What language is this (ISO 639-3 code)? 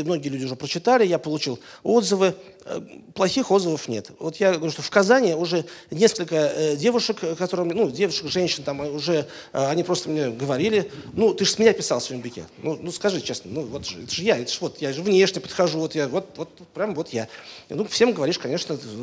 rus